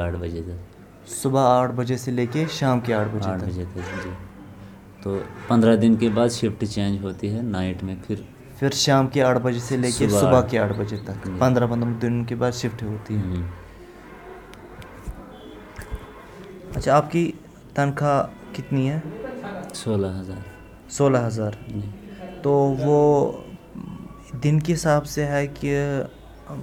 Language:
Urdu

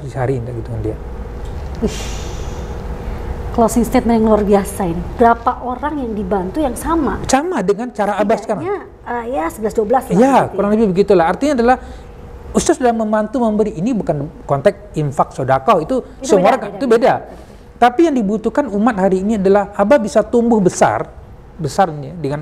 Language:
Indonesian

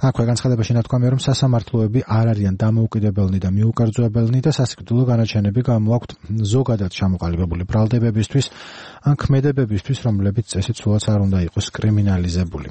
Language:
Georgian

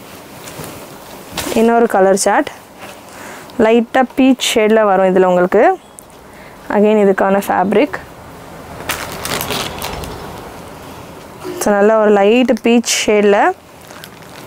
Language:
Tamil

